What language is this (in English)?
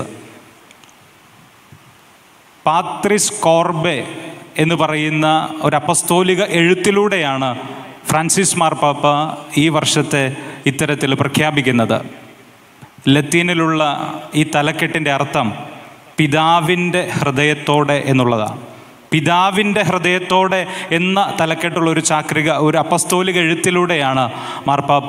Malayalam